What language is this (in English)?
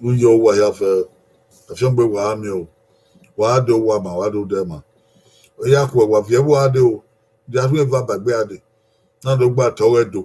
Bini